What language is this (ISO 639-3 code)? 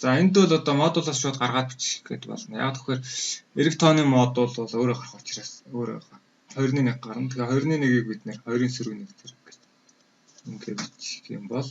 mon